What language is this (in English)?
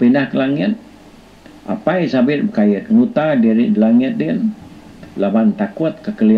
Iban